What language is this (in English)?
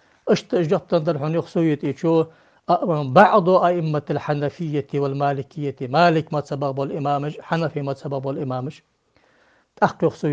Ingush